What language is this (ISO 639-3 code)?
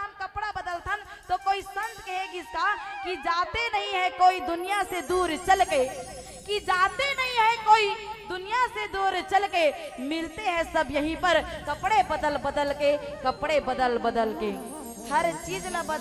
hne